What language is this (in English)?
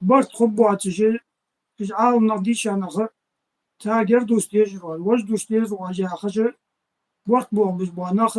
Ingush